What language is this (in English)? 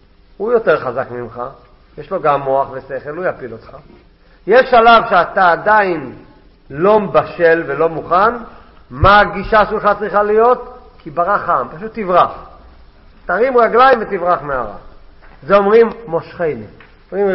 Hebrew